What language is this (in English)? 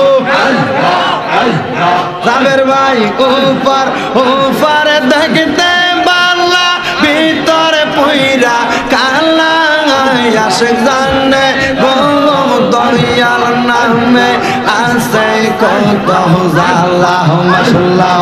Bangla